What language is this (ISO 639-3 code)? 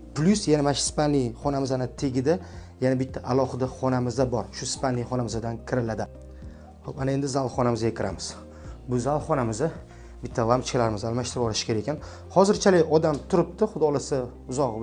uzb